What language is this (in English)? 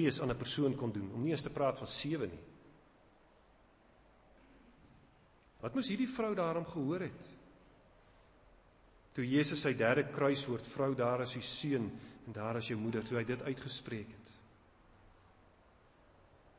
Afrikaans